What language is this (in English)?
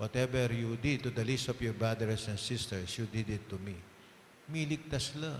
Pampanga